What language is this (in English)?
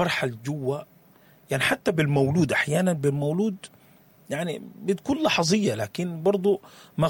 Sudanese Arabic